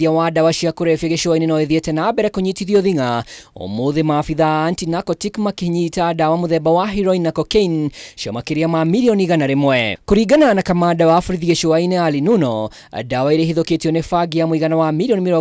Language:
Kikuyu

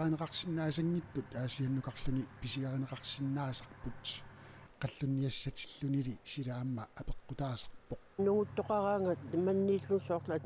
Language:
Kalaallisut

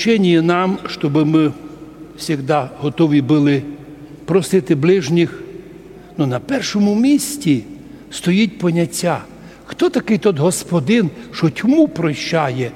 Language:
Rusyn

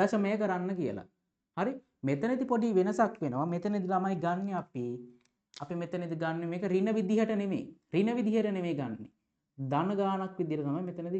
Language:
Sinhala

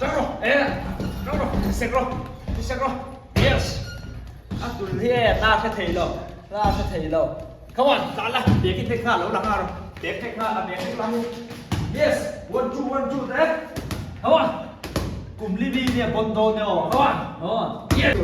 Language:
Mizo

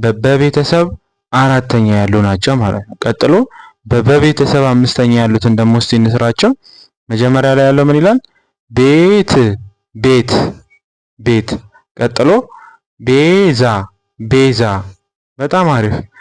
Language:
Amharic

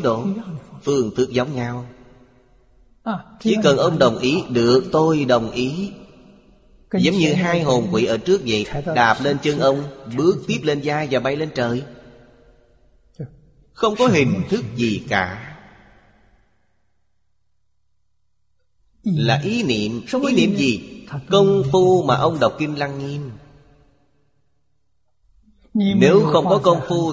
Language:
Vietnamese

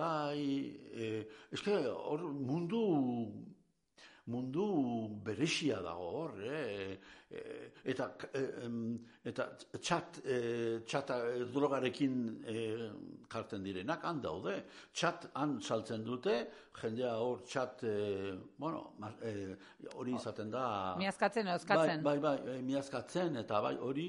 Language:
Basque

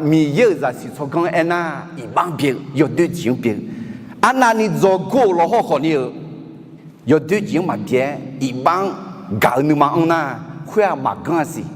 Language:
Akha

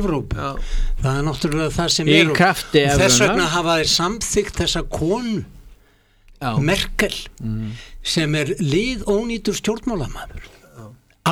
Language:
Icelandic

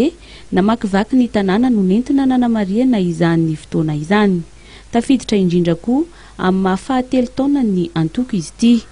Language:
Malagasy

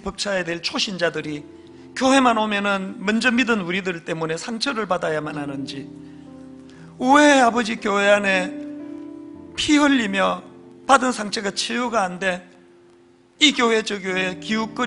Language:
Korean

